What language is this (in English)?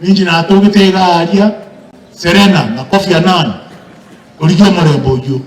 Gusii